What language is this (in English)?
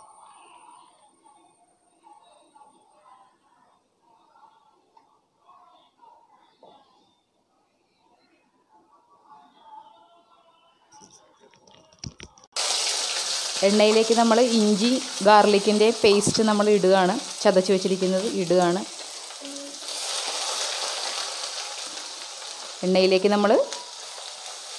Malayalam